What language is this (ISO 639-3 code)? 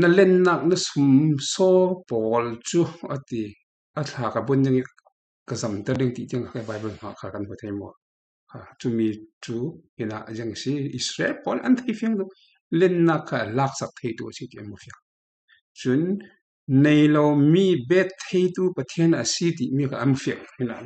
cfm